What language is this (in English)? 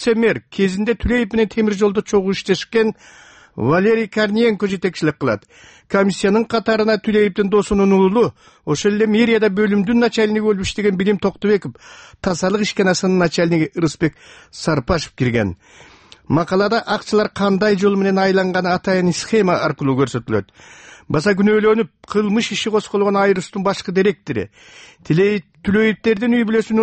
Kyrgyz